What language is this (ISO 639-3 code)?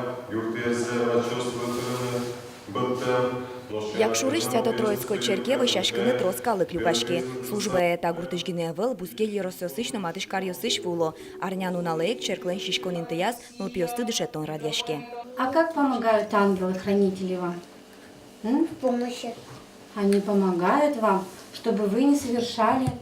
udm